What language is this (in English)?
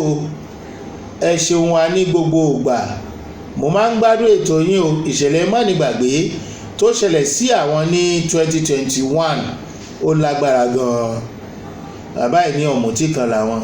Yoruba